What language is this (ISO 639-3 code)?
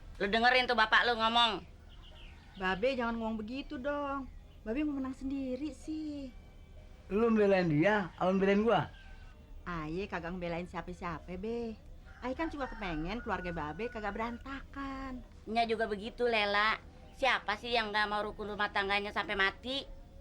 bew